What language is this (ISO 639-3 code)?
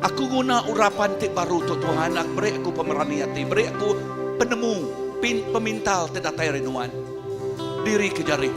iba